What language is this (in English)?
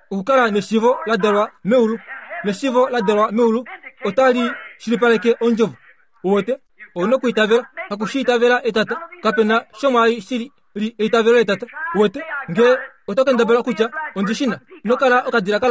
Kuanyama